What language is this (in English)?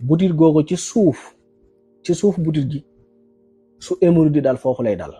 Wolof